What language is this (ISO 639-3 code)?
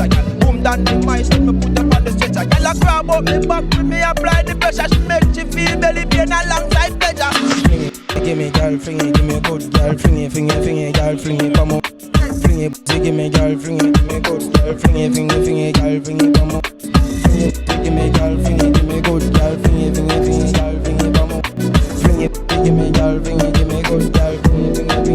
jam